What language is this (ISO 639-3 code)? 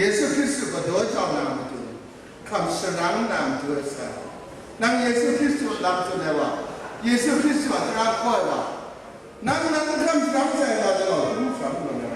kac